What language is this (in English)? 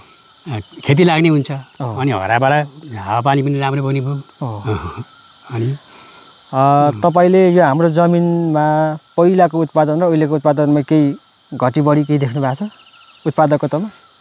Nepali